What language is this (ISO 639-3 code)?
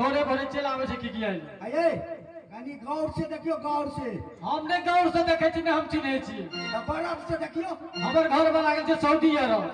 mai